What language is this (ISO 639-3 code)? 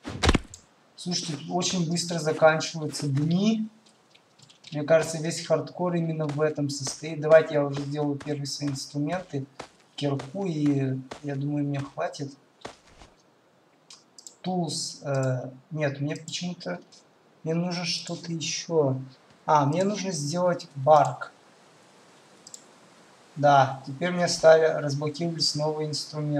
rus